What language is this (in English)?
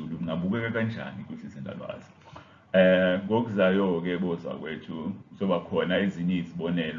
Zulu